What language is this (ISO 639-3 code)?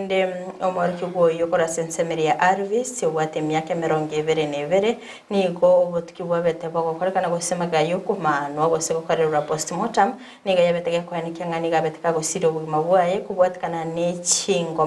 guz